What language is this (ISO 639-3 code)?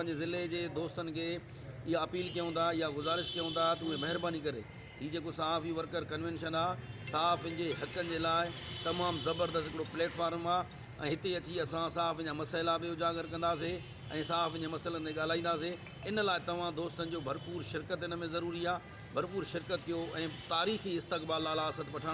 snd